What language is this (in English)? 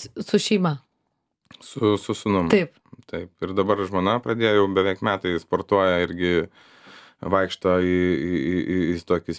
Lithuanian